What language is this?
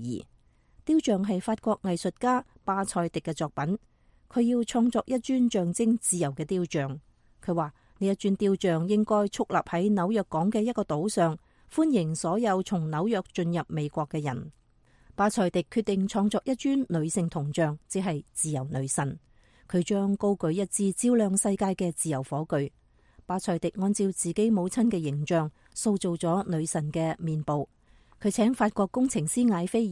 Cantonese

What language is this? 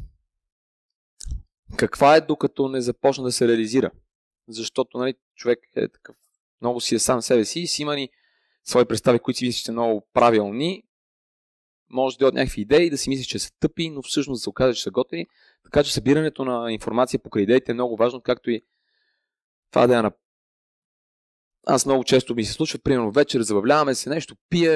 Bulgarian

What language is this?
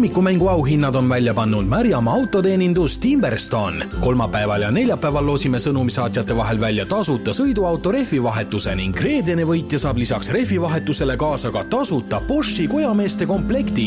Estonian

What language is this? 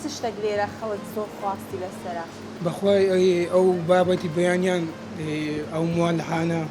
Central Kurdish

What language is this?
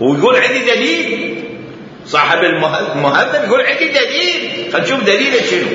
Mesopotamian Arabic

